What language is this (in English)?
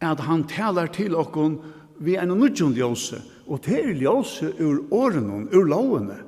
Faroese